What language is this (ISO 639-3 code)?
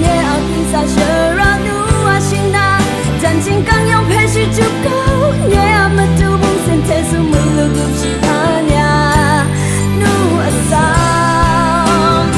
kac